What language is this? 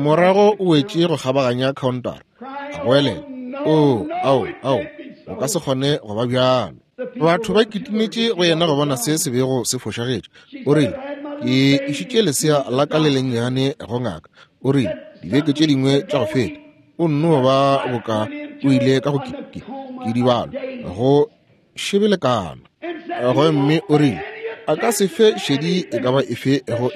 Northern Sotho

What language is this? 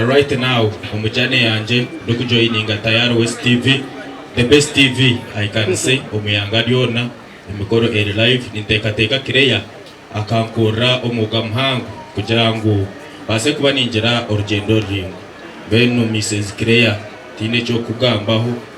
Nyankole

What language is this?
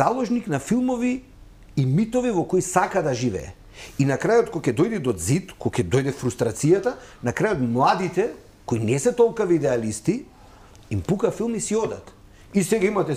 Macedonian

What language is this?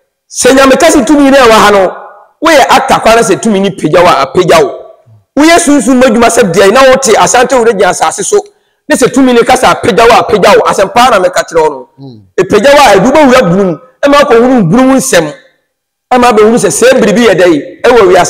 Akan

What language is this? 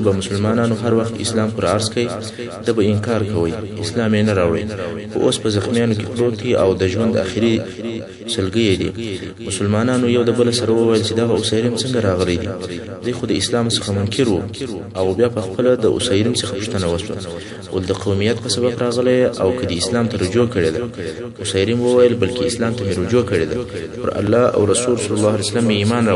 Pashto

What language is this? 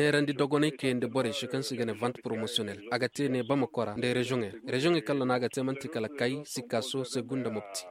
Koyraboro Senni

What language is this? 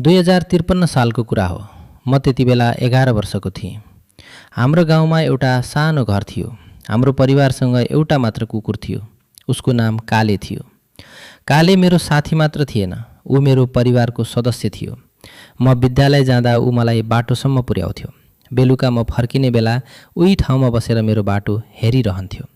Nepali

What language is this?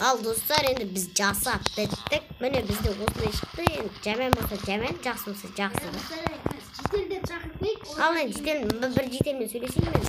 Kazakh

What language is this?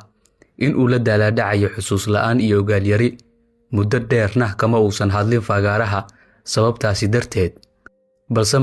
Somali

